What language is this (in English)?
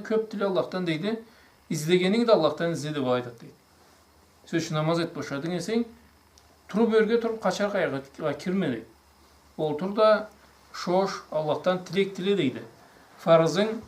Karachay-Balkar